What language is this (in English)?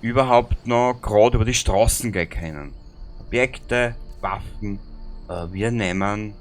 Bavarian